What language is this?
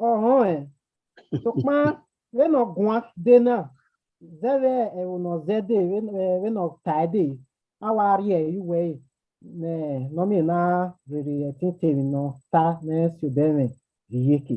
Bini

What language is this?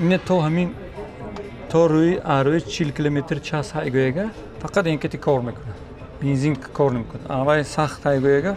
Tajik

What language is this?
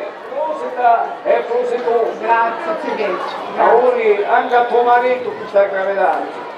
Sicilian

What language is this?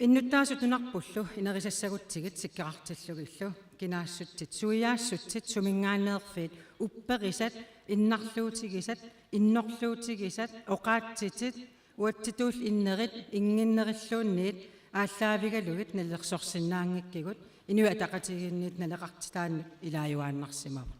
Kalaallisut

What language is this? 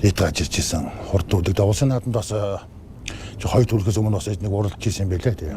Mongolian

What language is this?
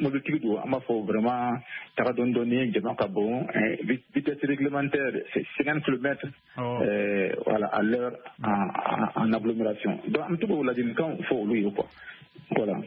Bambara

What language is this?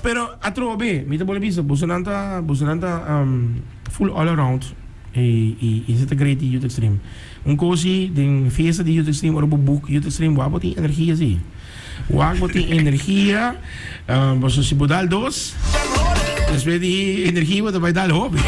Papiamento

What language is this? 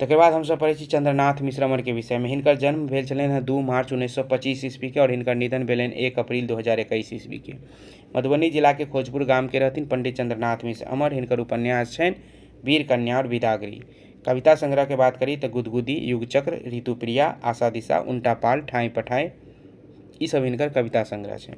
Maithili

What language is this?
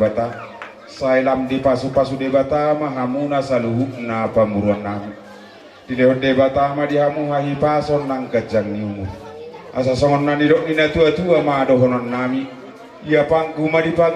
Batak Toba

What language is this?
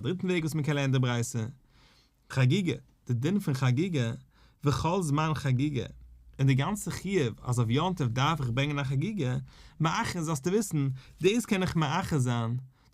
Yiddish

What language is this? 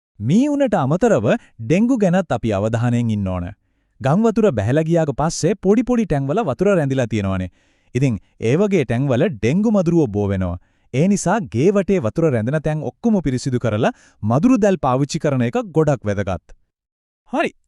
Sinhala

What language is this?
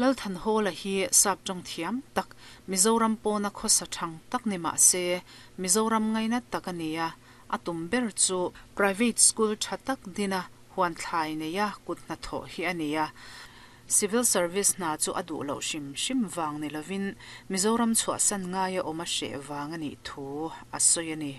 Mizo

